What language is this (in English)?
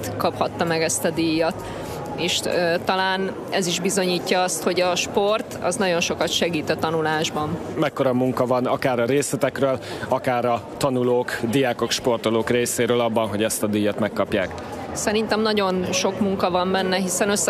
Hungarian